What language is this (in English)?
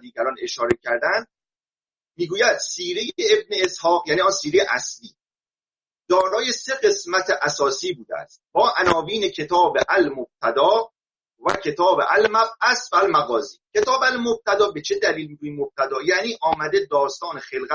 Persian